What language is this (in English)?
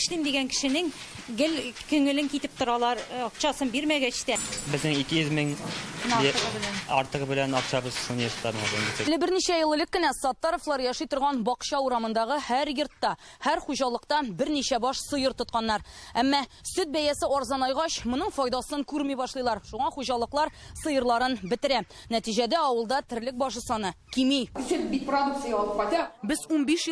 Tatar